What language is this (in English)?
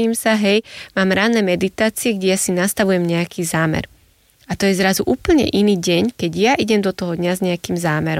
Slovak